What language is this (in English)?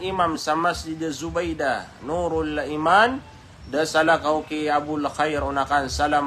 Maranao